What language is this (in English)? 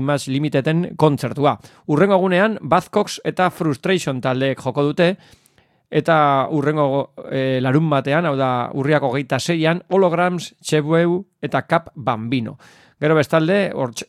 Basque